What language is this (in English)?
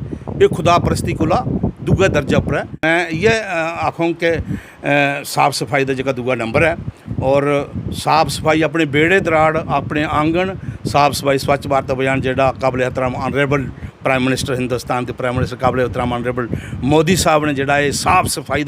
Dogri